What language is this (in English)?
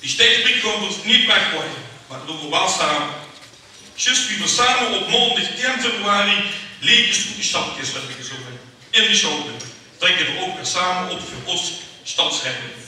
Limburgish